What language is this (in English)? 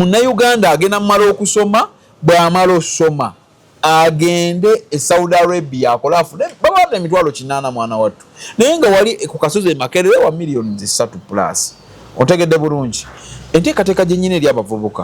Ganda